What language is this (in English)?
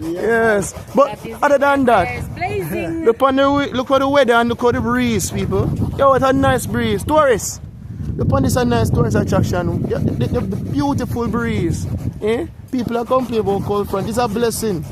Jamaican Creole English